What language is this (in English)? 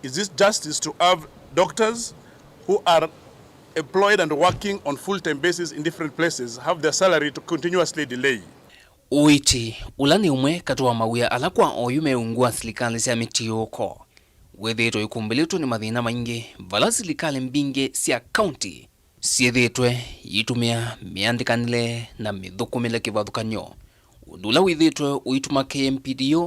Kamba